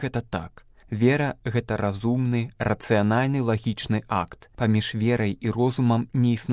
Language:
Belarusian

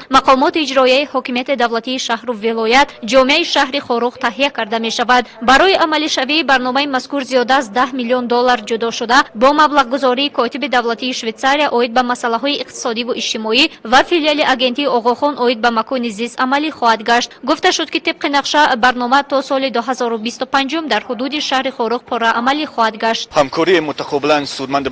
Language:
Tajik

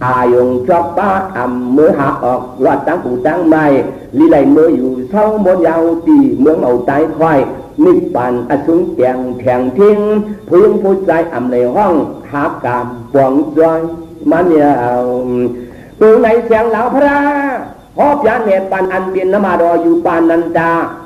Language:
Shan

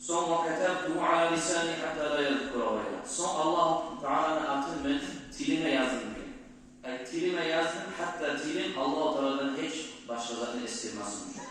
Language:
Kumyk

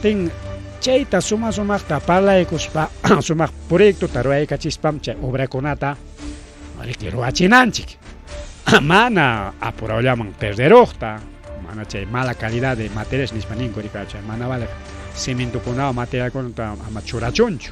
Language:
Ayacucho Quechua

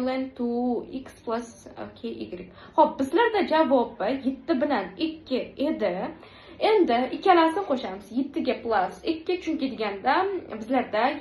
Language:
Uzbek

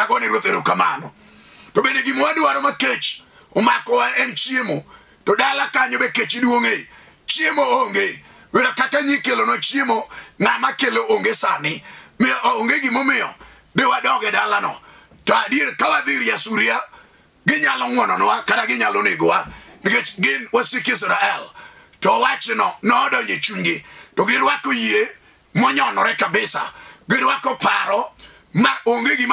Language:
Luo (Kenya and Tanzania)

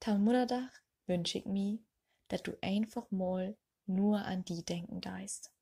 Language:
Low German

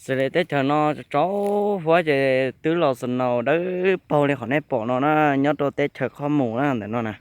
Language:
Hmong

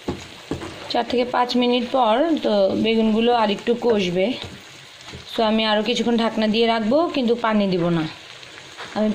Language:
Bangla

